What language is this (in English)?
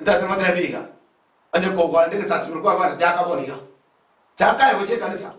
Gusii